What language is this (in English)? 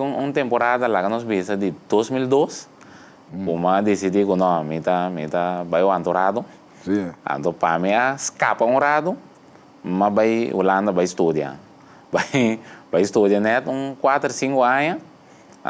Papiamento